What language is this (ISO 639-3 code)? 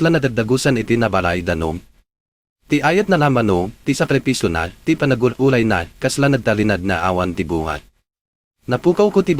ilo